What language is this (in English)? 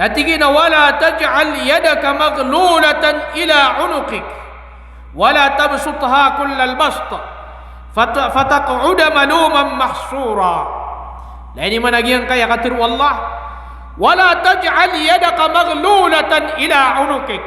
Maranao